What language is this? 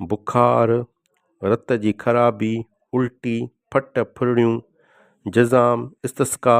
Sindhi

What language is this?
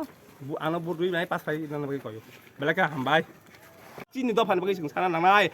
Kok Borok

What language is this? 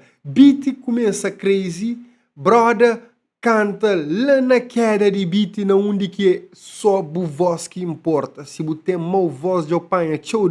Kabuverdianu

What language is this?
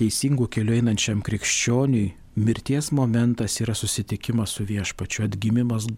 Lithuanian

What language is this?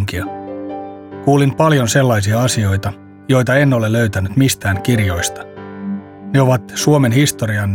Finnish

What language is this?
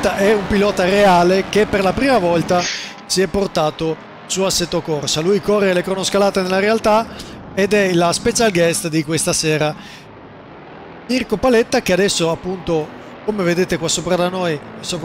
Italian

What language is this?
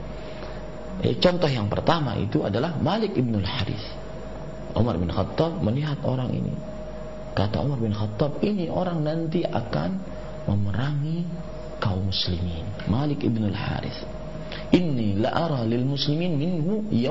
Indonesian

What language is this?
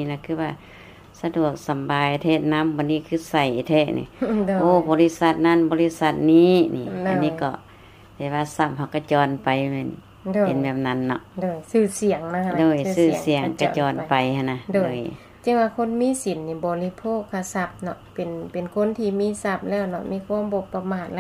Lao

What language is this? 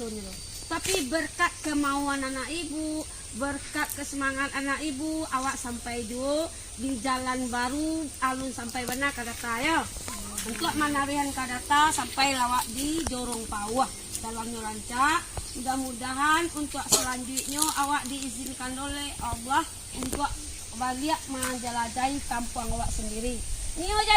Minangkabau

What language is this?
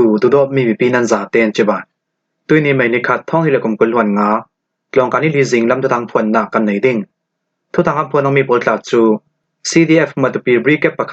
Falam Chin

